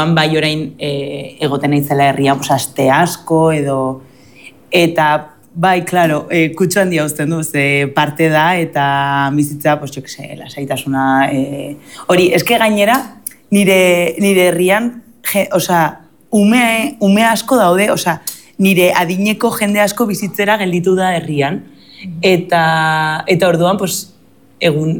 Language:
Basque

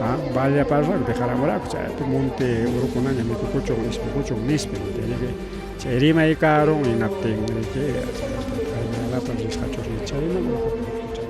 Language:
Ayacucho Quechua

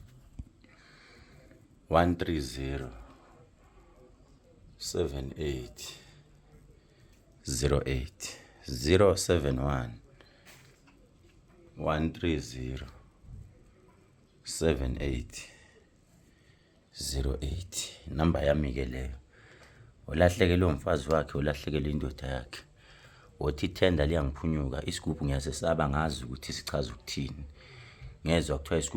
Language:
Zulu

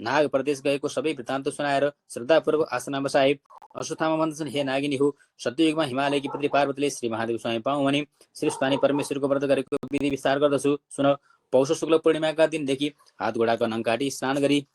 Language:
Nepali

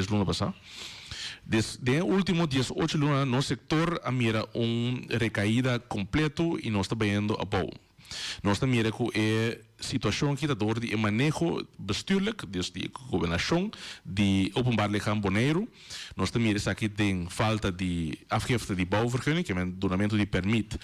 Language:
Papiamento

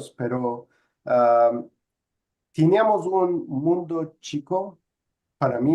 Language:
Ladino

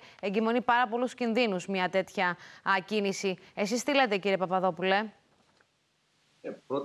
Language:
Greek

